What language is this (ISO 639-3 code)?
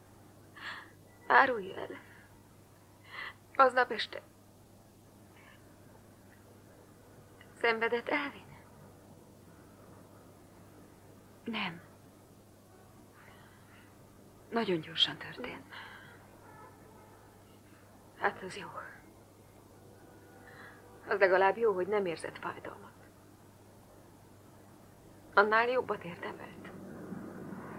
hun